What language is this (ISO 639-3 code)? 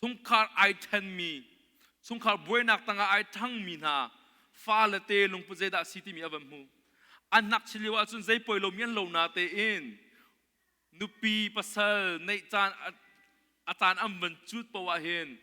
cnh